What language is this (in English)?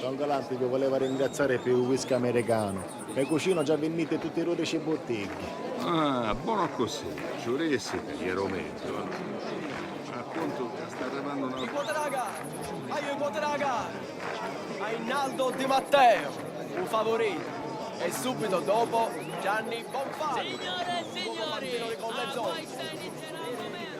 Sicilian